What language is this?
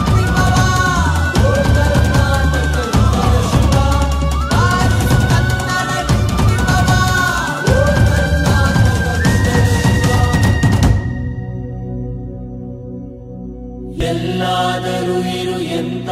Kannada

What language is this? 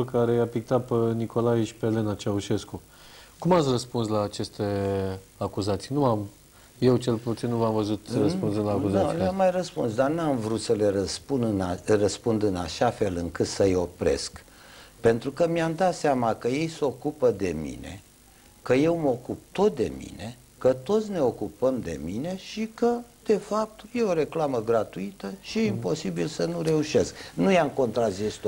Romanian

